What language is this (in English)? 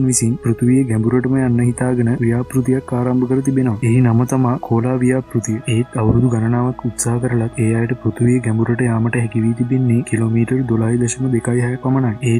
Sinhala